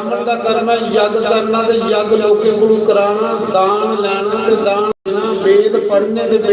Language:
Dogri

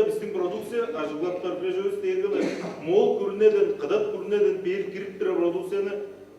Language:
Tuvinian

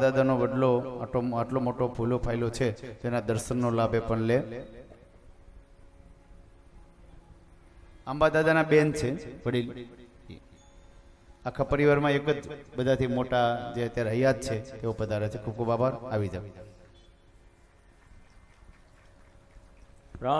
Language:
Gujarati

